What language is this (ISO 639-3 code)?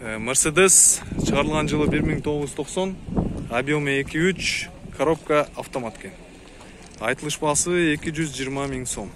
kir